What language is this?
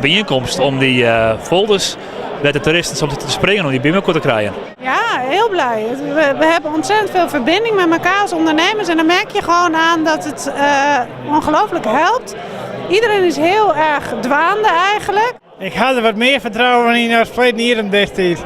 Western Frisian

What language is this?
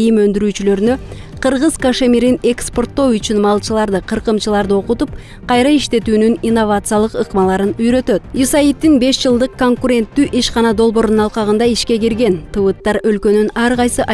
Kyrgyz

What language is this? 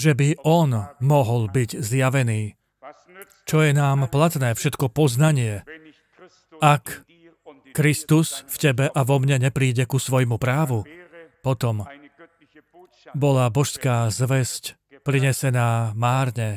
Slovak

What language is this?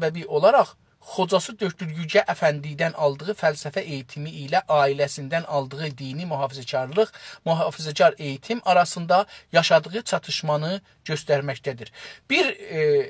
South Azerbaijani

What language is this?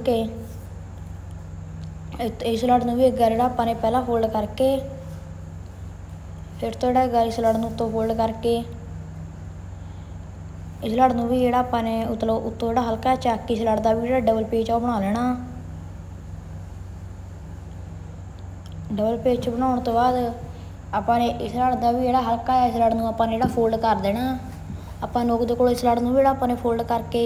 Punjabi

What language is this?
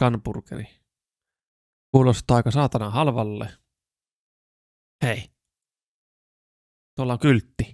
Finnish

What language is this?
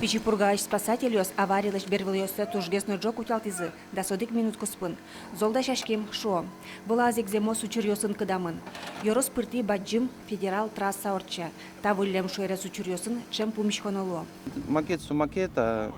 Udmurt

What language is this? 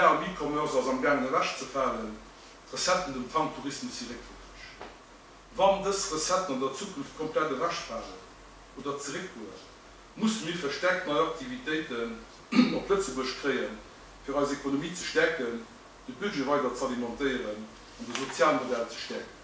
Luxembourgish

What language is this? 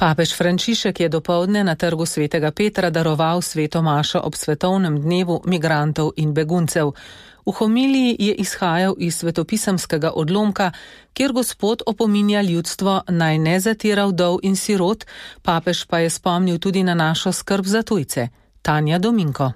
Slovenian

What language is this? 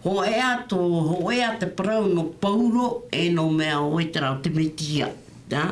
Tahitian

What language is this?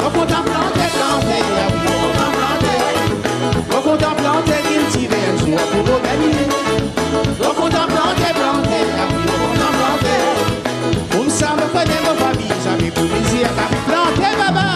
Réunion Creole French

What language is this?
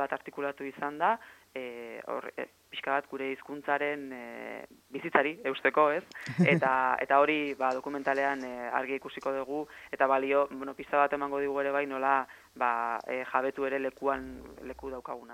Basque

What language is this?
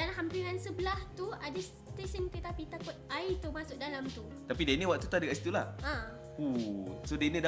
Malay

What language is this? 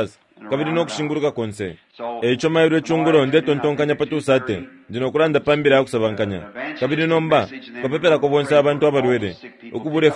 Bemba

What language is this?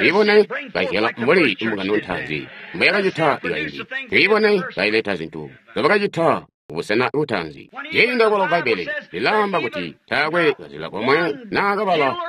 Tonga (Zambia)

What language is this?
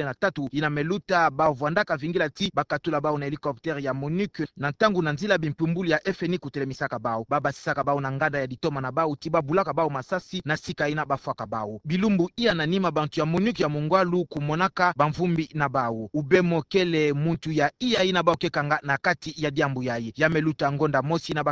Kituba (Democratic Republic of Congo)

